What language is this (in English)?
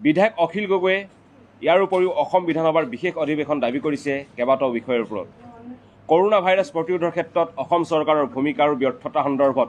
Assamese